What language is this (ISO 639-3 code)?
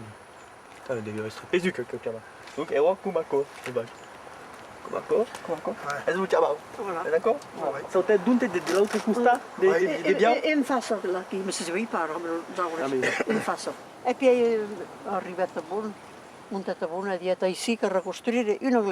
oci